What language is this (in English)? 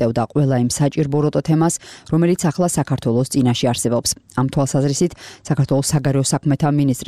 Georgian